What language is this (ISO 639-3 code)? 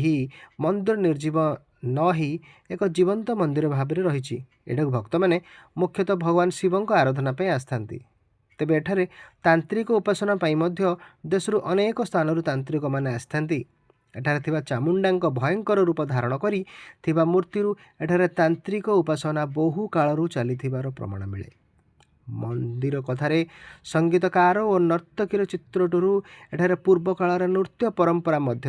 ori